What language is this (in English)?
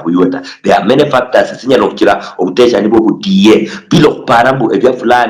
Luyia